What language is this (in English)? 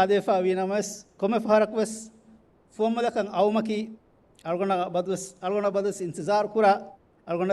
Divehi